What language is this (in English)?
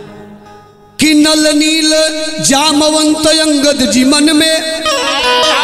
Bhojpuri